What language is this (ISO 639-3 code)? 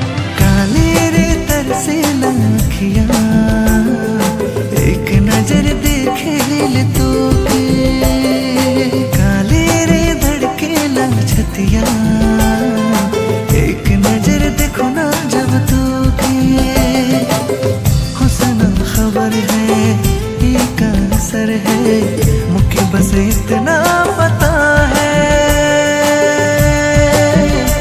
sck